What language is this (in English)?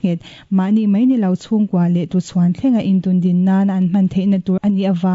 Mizo